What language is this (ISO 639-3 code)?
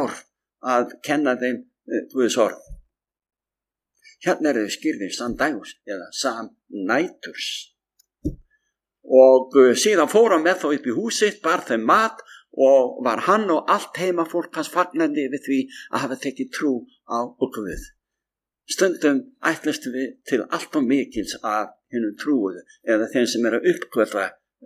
isl